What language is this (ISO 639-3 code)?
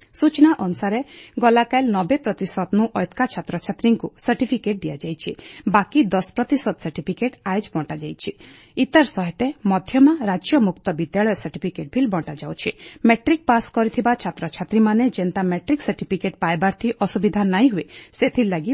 ori